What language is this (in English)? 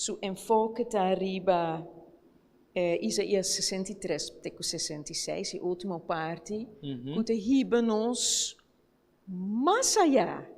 Papiamento